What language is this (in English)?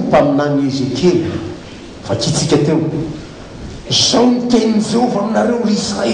Malagasy